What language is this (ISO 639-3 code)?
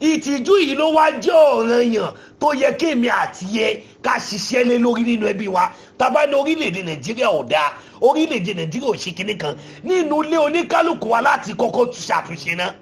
yor